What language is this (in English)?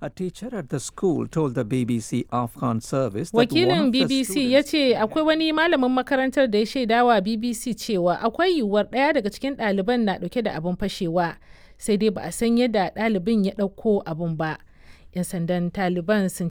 Hausa